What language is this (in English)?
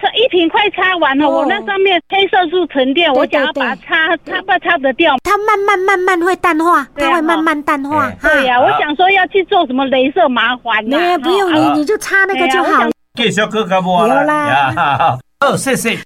Min Nan Chinese